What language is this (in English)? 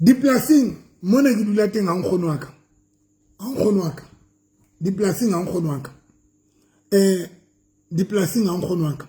Southern Sotho